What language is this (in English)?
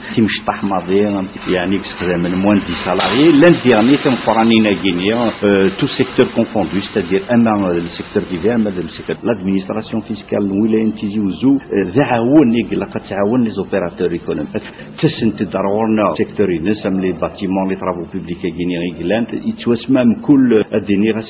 Kabyle